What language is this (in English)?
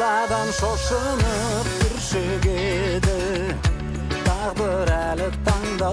Kazakh